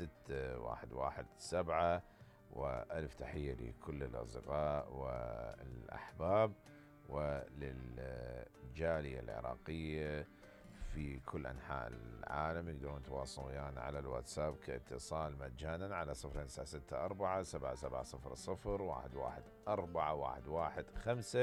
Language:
Mesopotamian Arabic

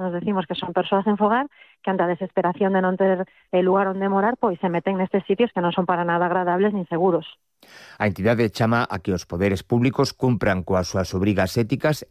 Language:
Galician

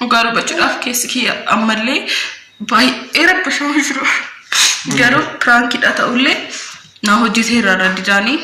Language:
Oromo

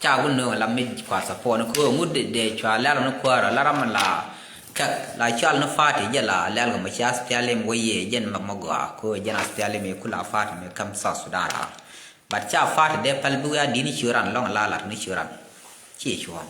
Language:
Nuer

